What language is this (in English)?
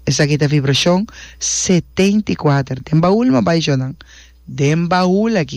Papiamento